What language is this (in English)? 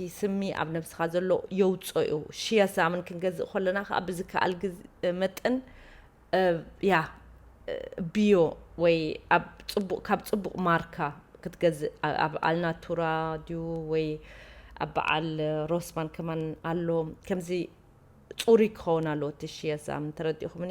Tigrinya